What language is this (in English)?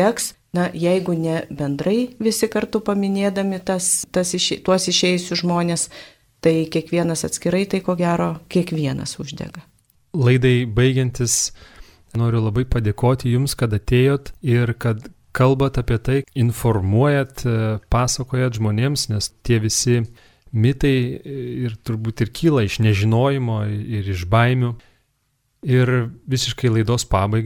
Lithuanian